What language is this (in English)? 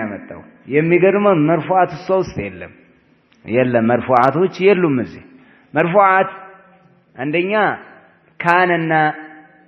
Amharic